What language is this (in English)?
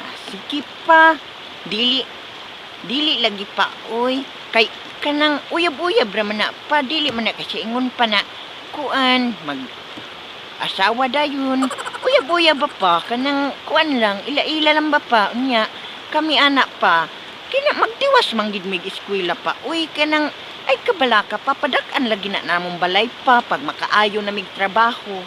Cebuano